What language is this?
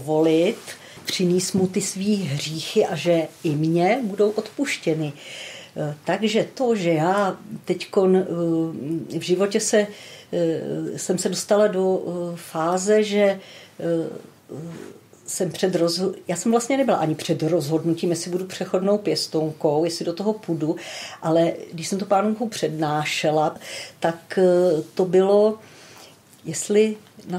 Czech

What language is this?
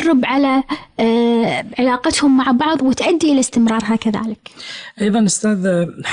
Gulf Arabic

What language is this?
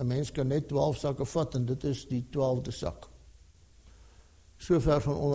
Afrikaans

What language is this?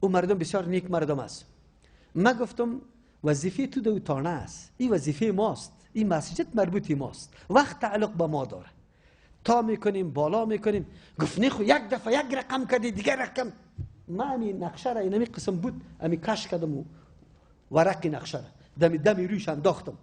Persian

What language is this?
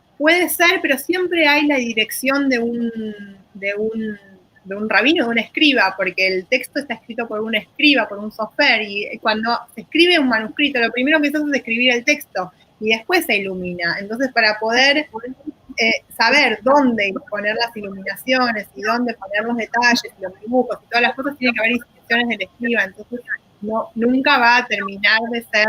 Ladino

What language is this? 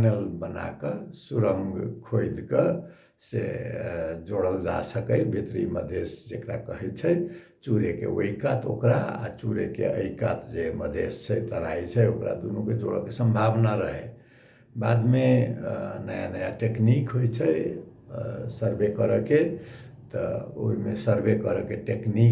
Maithili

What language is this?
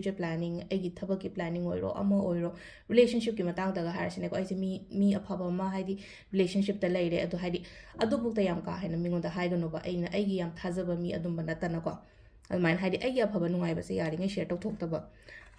Manipuri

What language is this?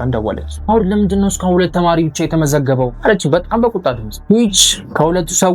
Amharic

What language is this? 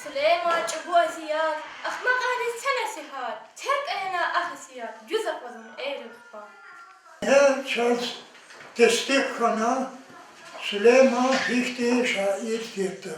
Lezghian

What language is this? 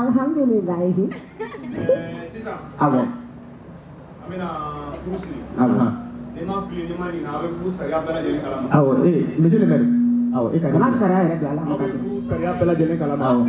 Bambara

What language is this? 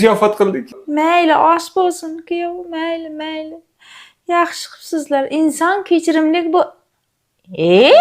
Uzbek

